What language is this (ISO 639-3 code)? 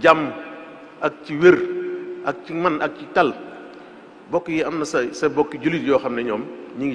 wol